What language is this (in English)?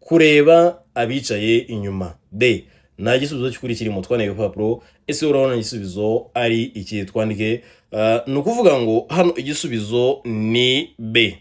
Kinyarwanda